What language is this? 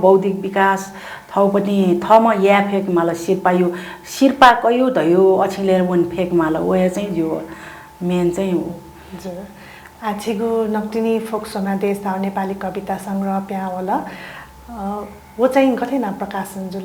Newari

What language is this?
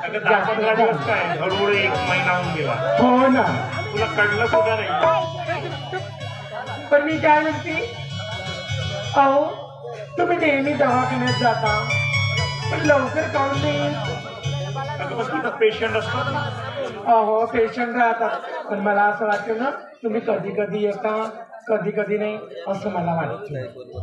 Marathi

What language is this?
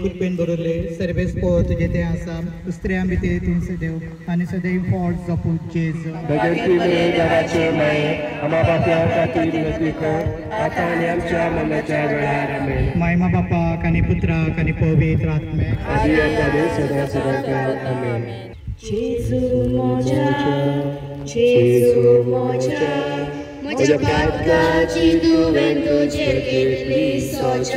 Konkani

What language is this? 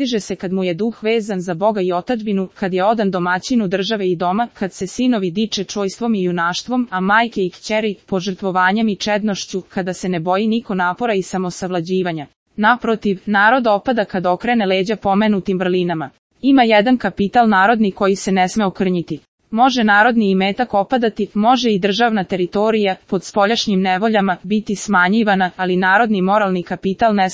Serbian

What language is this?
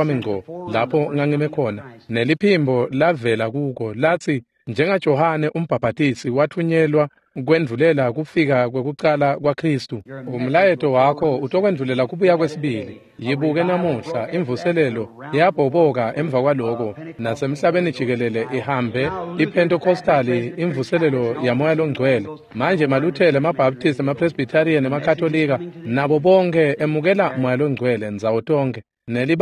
Swati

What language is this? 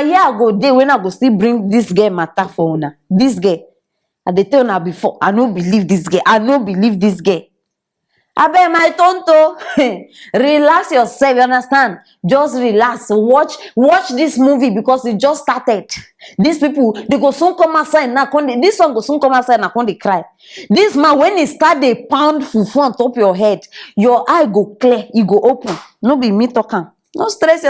Nigerian Pidgin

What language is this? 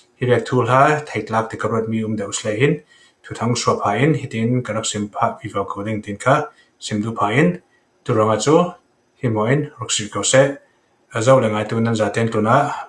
Falam Chin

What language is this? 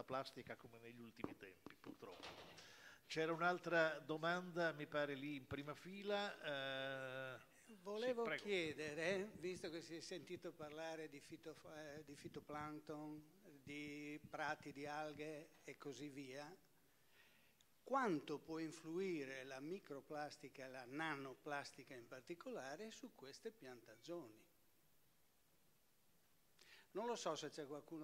Italian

